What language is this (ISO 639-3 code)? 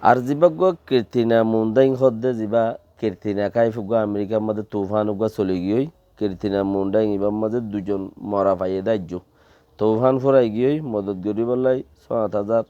rhg